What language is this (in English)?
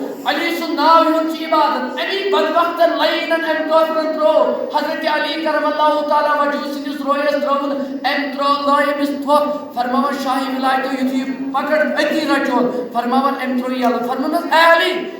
Kashmiri